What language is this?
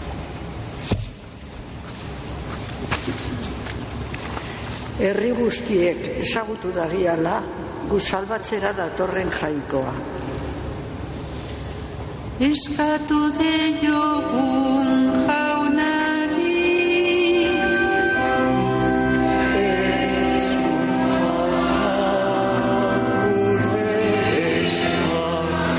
Basque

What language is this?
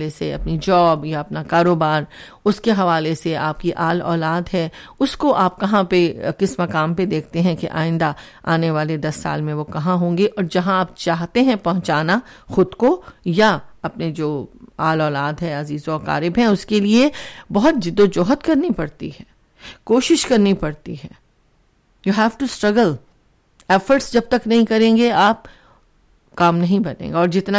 Urdu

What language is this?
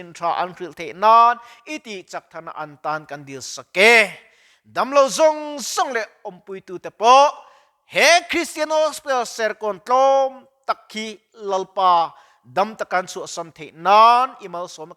Mizo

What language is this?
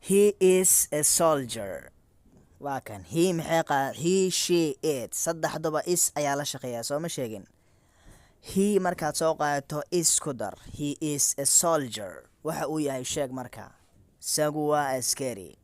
Somali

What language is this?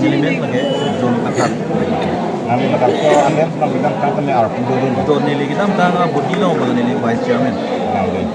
Karbi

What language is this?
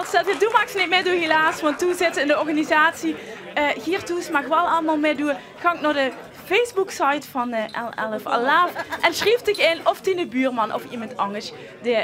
Limburgish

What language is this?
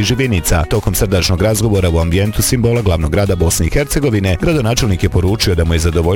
Bosnian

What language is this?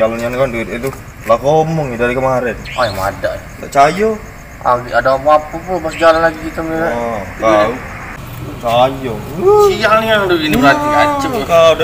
Musi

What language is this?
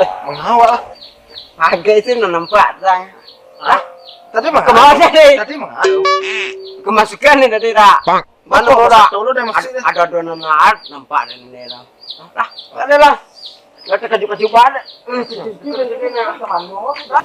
Minangkabau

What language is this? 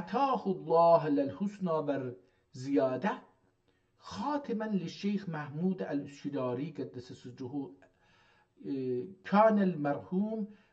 South Azerbaijani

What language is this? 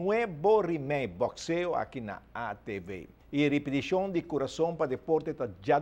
Papiamento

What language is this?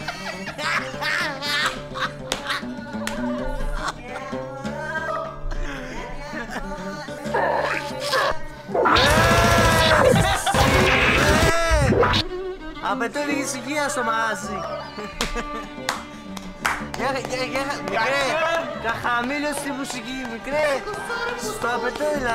Greek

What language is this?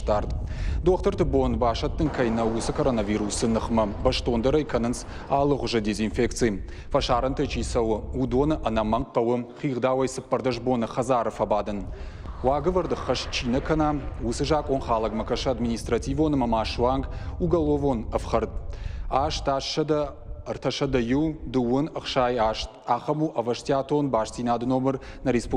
Ossetic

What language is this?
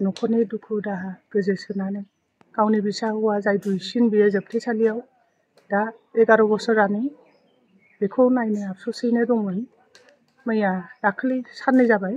Bodo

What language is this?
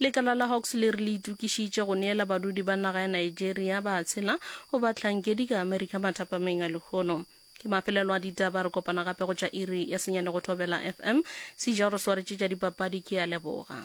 Northern Sotho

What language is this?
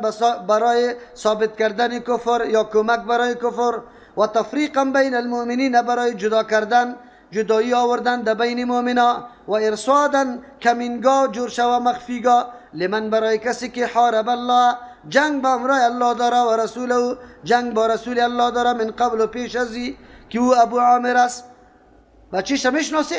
Persian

